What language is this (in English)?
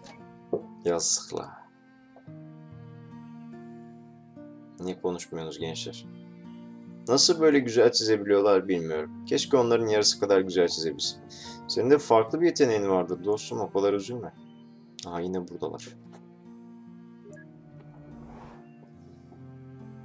Turkish